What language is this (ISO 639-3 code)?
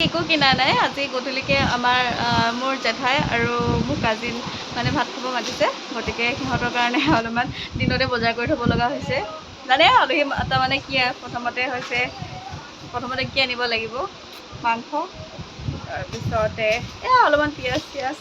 asm